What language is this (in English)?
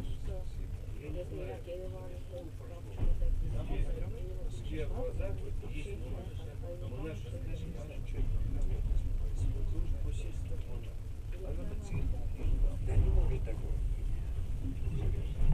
Russian